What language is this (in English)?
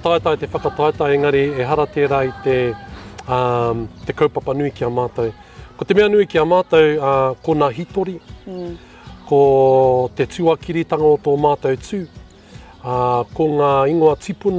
Māori